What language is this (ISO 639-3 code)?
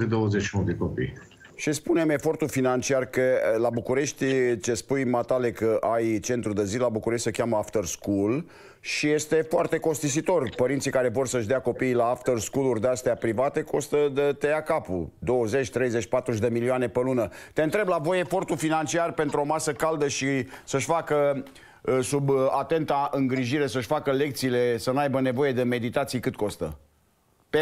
ron